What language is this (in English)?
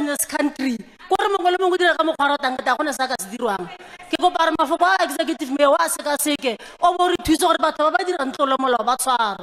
Tswana